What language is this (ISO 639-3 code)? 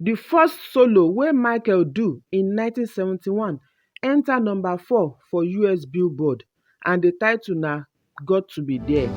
pcm